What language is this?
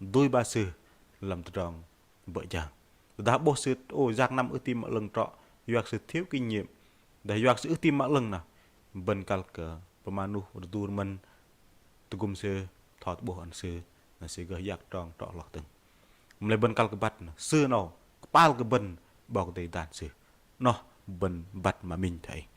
Bahnar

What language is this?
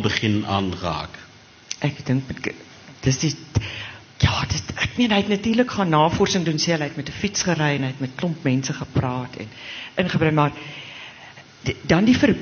Afrikaans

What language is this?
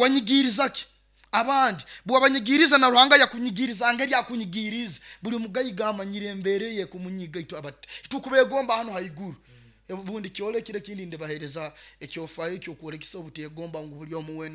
Nyoro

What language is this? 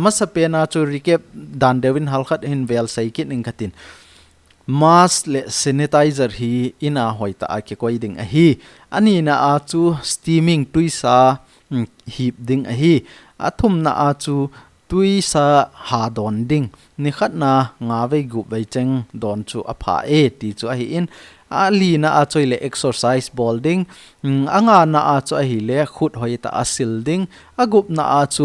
Thado Chin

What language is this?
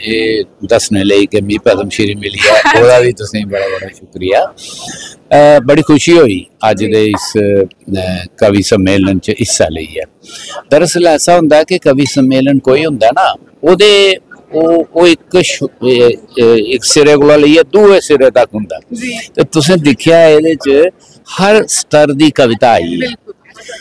Dogri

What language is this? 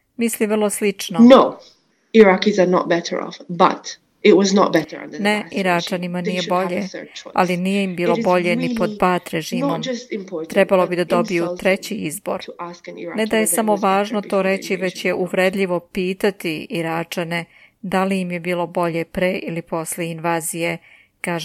Serbian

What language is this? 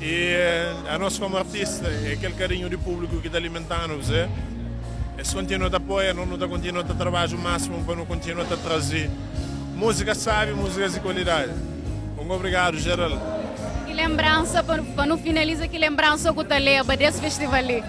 Kabuverdianu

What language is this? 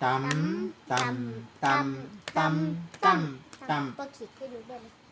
Shan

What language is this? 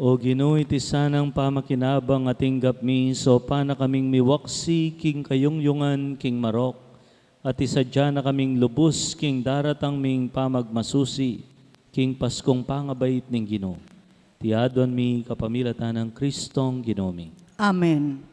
Pampanga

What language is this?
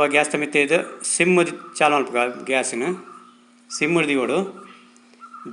Tulu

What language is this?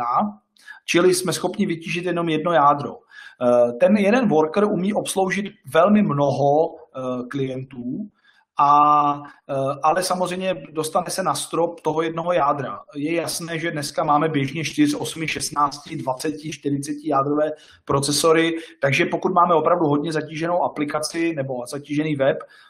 Czech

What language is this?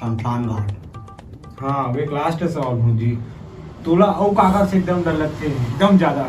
Chhattisgarhi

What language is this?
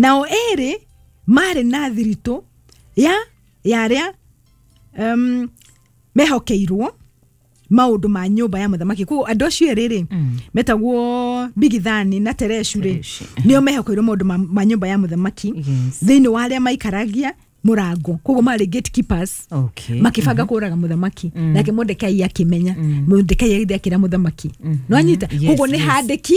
Kikuyu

